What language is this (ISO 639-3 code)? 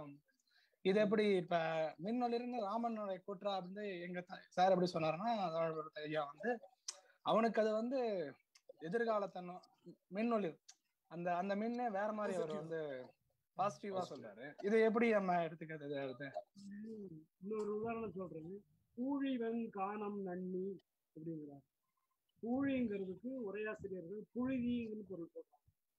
tam